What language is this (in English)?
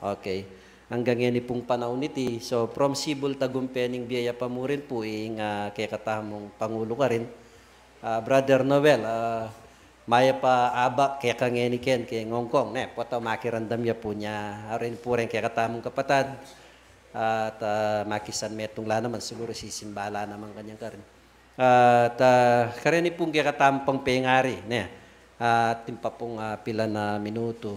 Pampanga